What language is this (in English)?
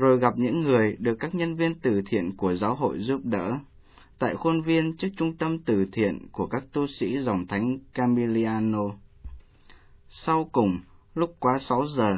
Vietnamese